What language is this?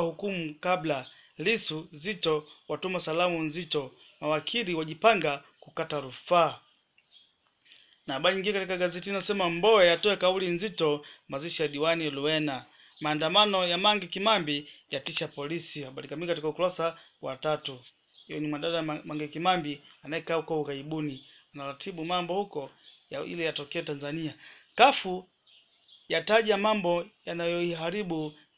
Swahili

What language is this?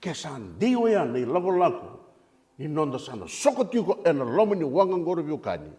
Fijian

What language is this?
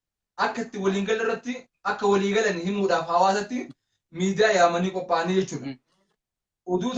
Oromo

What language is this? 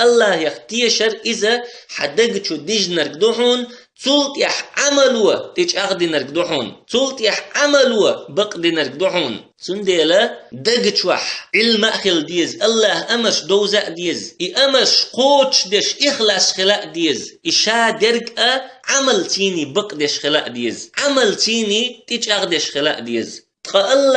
Chechen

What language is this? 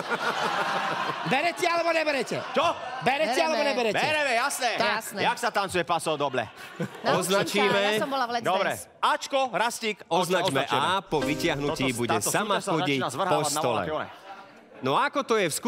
Slovak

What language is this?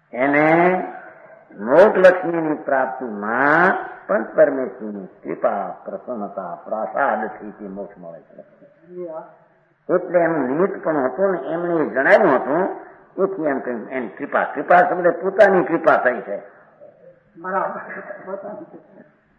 Gujarati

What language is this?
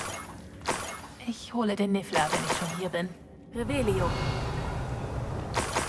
German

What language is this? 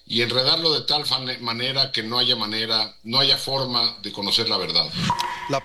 Spanish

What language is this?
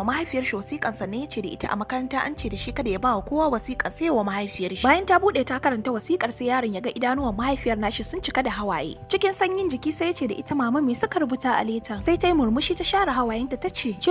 Hausa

